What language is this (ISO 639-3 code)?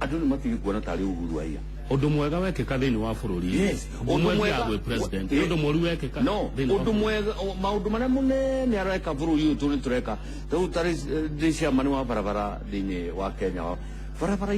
kik